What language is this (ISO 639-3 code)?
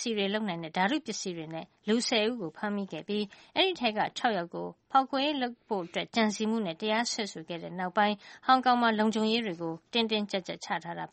mya